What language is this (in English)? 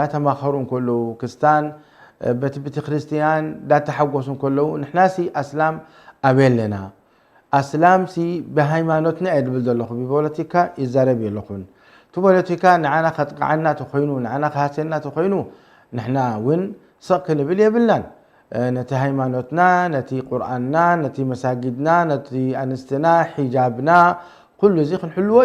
Tigrinya